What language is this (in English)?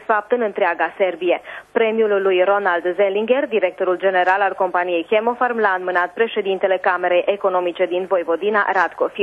Romanian